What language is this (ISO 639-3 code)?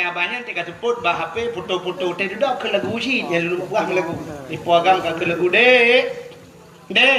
ace